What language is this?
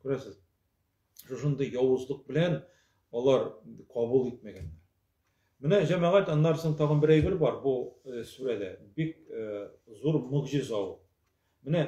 Tatar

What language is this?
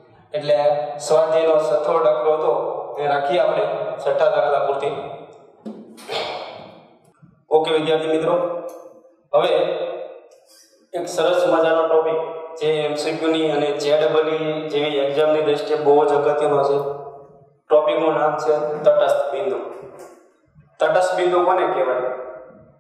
Gujarati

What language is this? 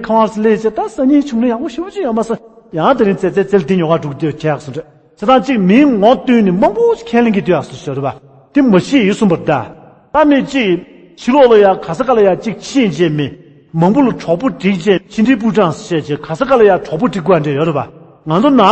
Tibetan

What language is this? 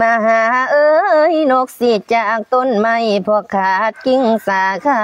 Lao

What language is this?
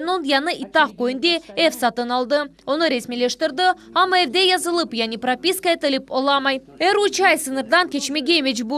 Crimean Tatar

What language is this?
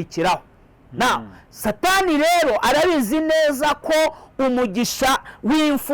Kinyarwanda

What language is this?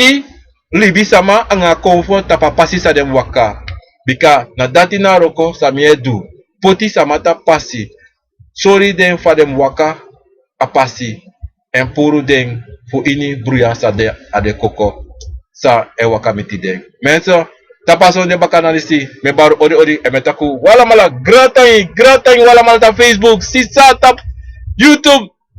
Sranan Tongo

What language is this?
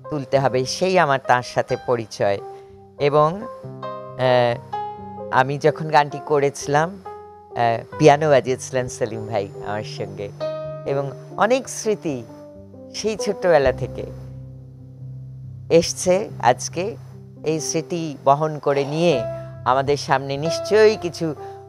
Bangla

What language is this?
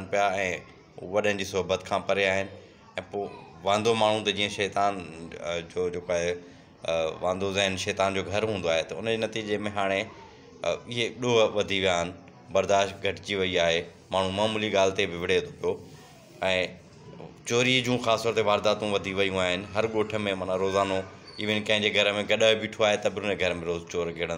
Sindhi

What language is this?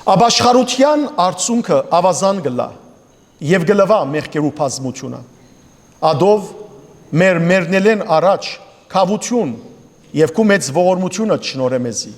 Western Armenian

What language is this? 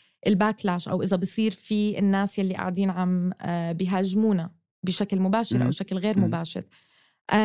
North Levantine Arabic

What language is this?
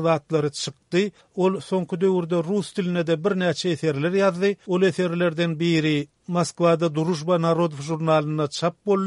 Turkmen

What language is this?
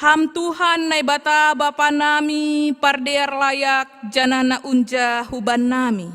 Batak Simalungun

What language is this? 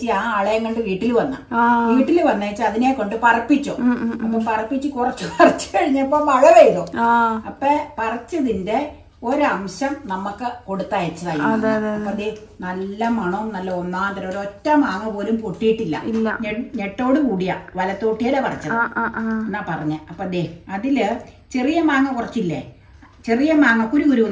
Malayalam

